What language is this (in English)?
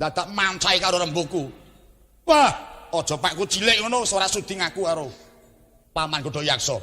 Javanese